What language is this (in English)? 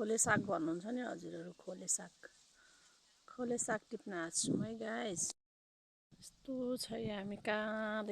Nepali